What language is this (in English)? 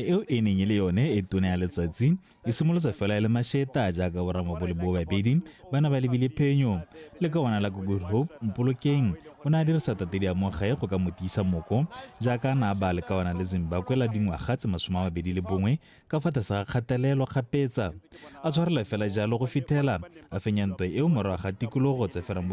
Tswana